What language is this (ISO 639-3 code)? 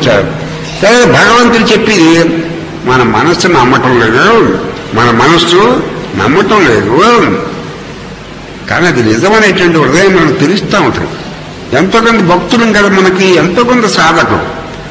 tel